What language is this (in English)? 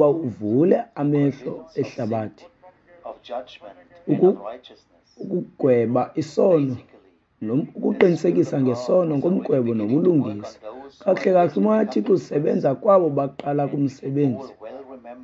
Xhosa